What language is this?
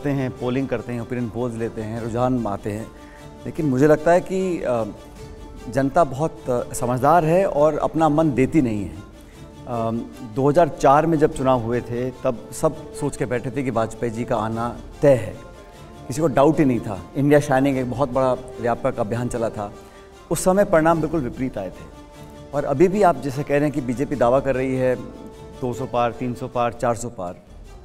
Hindi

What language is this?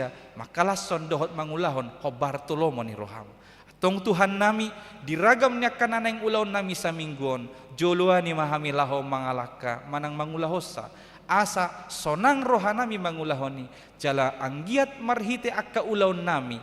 Batak Toba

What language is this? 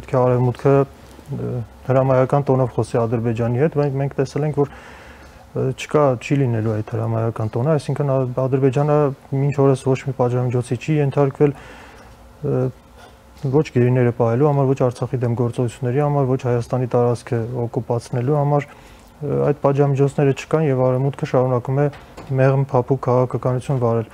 Armenian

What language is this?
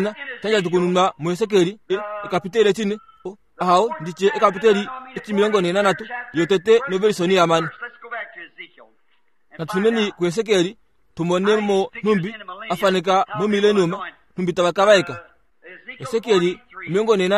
Kuanyama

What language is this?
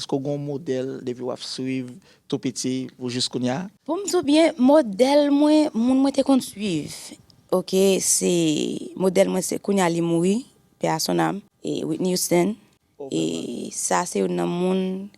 Haitian Creole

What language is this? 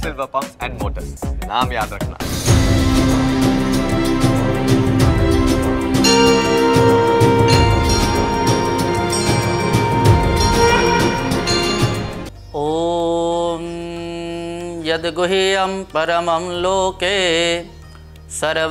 Gujarati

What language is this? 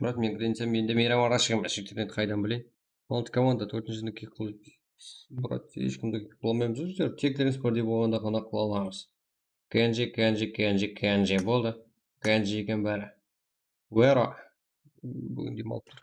Kara-Kalpak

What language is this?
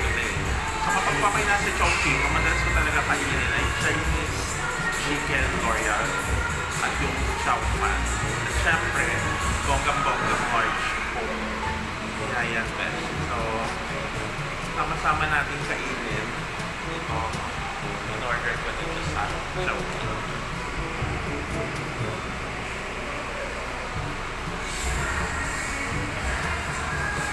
Filipino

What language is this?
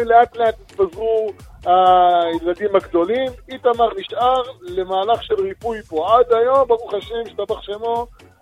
Hebrew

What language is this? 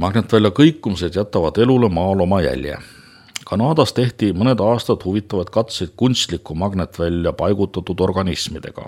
Estonian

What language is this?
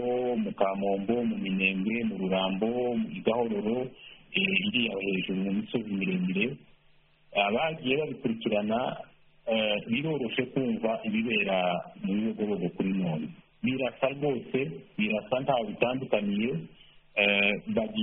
Kinyarwanda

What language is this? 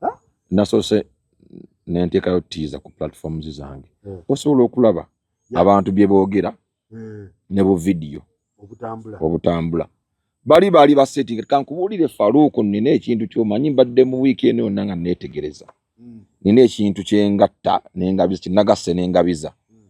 Ganda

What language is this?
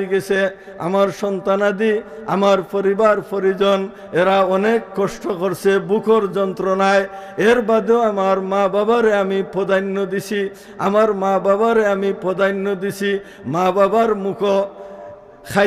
Sylheti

